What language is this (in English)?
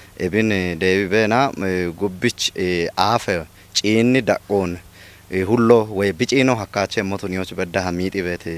Kafa